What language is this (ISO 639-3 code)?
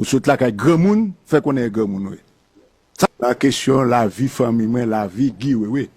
hat